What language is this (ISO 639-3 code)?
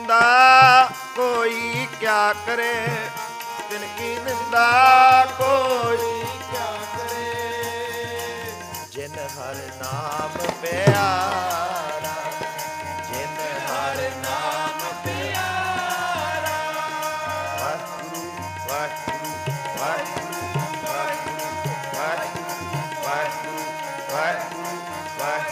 pan